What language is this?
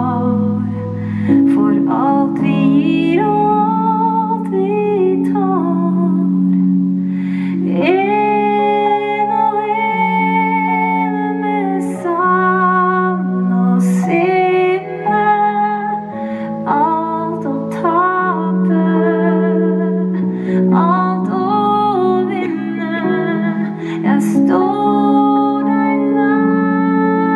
Norwegian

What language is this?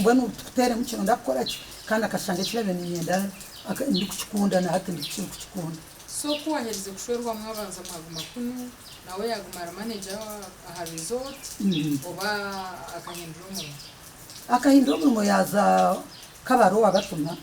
Nyankole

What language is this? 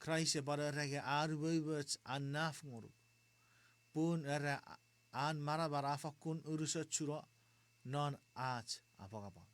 Chuukese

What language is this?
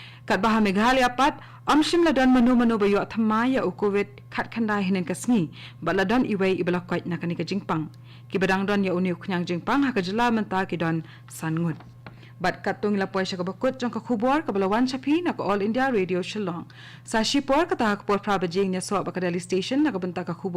Khasi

